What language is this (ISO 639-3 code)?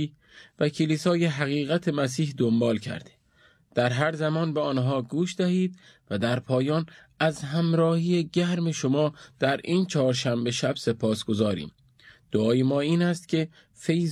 fas